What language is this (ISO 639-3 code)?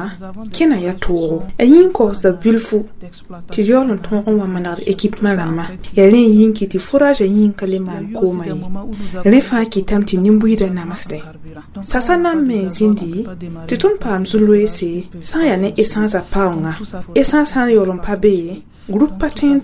mos